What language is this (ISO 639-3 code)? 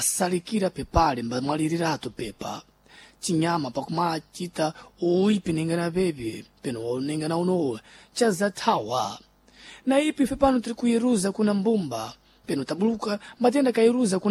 seh